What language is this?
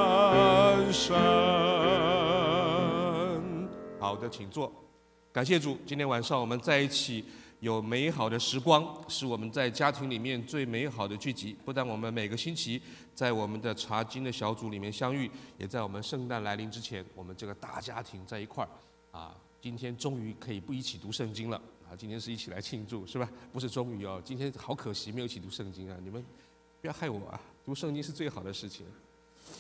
Chinese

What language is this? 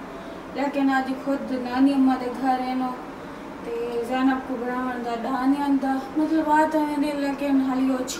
Saraiki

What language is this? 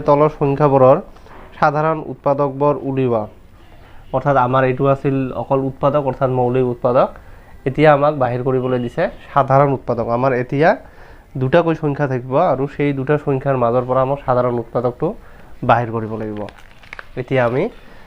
Assamese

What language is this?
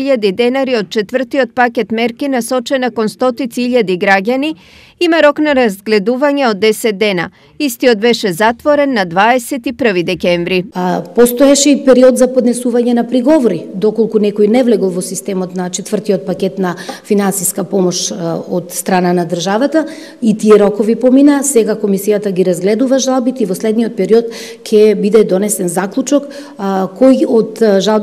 Macedonian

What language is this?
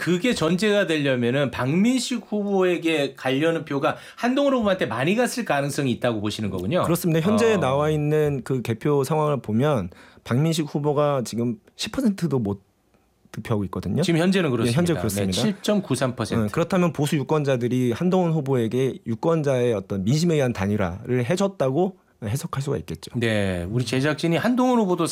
Korean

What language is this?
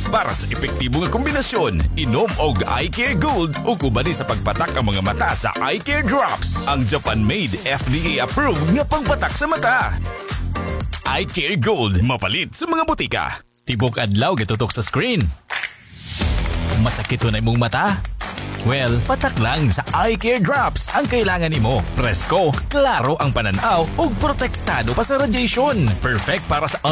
Cebuano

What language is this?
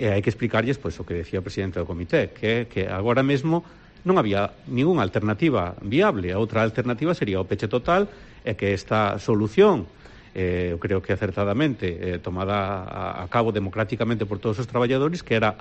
Galician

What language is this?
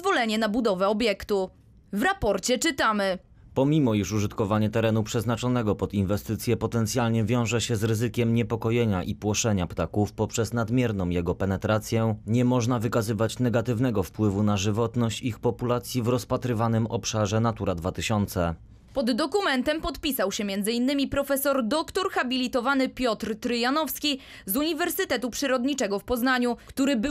Polish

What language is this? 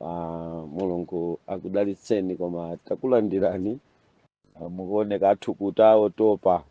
Nyanja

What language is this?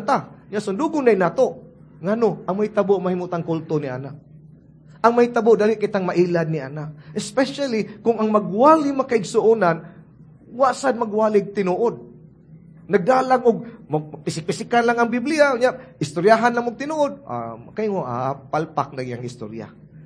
Cebuano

